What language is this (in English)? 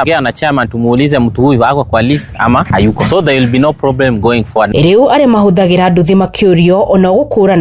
Kikuyu